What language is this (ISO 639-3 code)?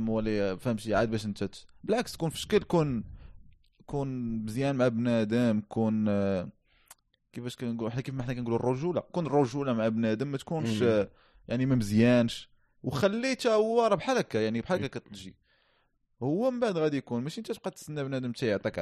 ary